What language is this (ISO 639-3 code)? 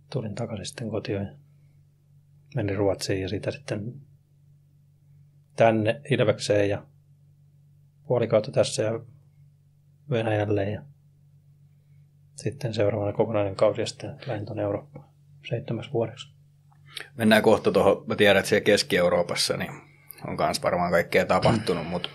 fin